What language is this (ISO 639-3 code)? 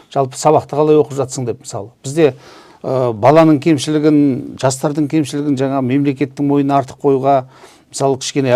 kaz